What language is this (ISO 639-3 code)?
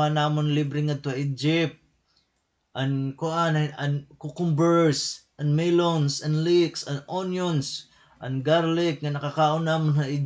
war